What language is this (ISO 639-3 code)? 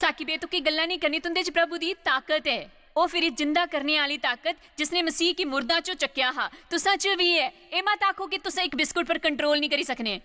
doi